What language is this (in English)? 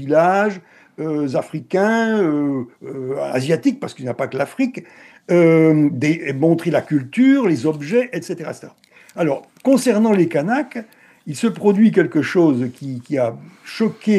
French